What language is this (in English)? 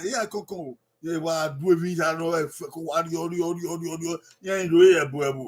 Bini